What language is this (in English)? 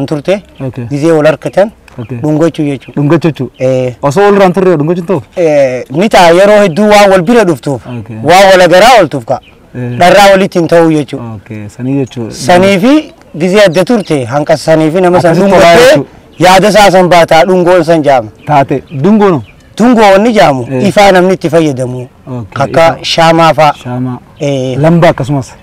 Oromo